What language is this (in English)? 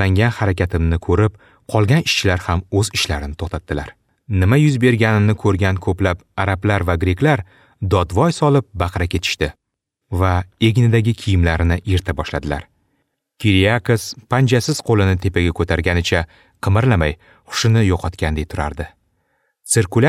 Uzbek